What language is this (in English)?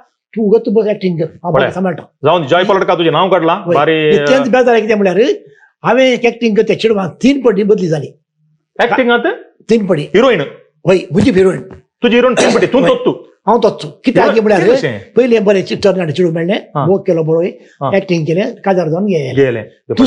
Konkani